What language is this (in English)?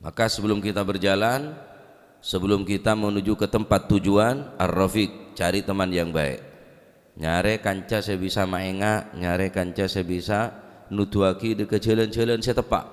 Madurese